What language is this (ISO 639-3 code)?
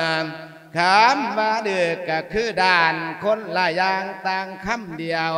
lao